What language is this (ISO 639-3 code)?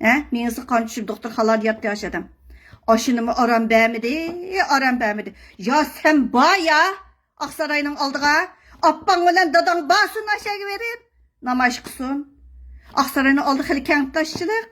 uig